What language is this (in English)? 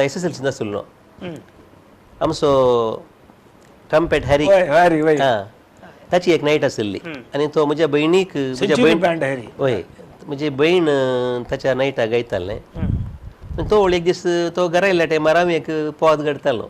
Konkani